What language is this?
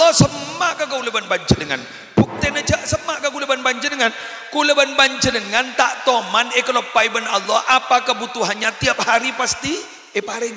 Madurese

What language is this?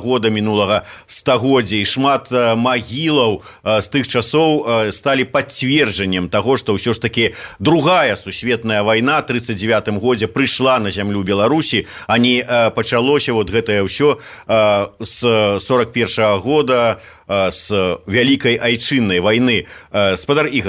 Belarusian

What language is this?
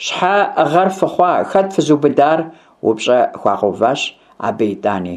Kabardian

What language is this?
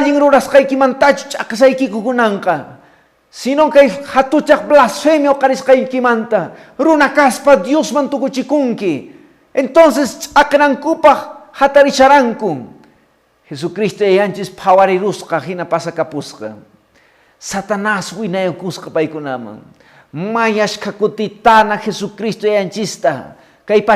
Quechua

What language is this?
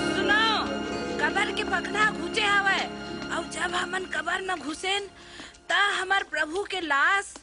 Chhattisgarhi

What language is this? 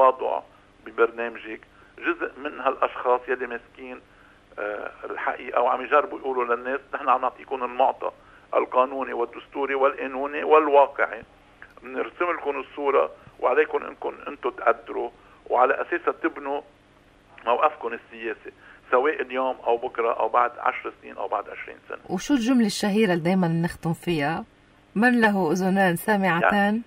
North Levantine Arabic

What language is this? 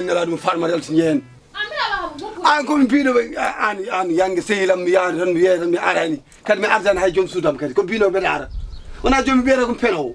Fula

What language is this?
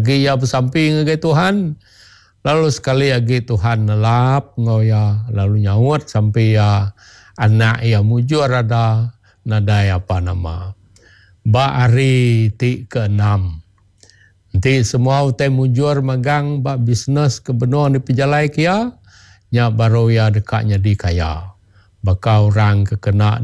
Iban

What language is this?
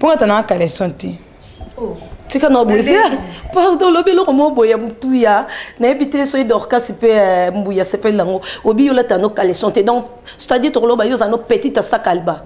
Lingala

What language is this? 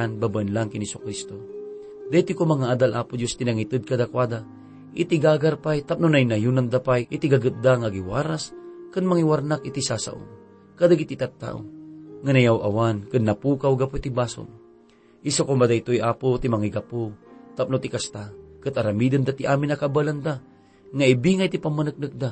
Iloko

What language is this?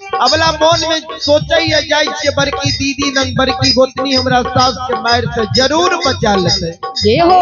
Maithili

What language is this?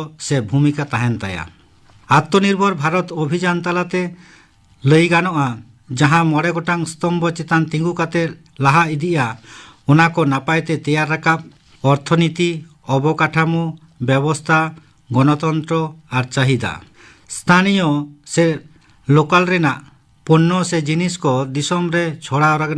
Santali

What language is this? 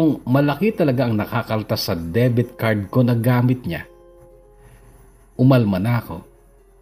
Filipino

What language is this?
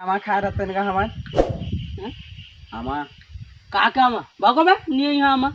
Chhattisgarhi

